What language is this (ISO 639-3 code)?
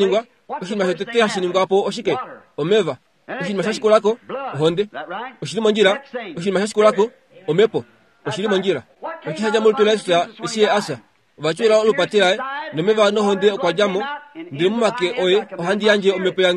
kua